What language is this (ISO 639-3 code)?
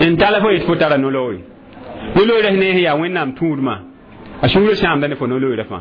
mos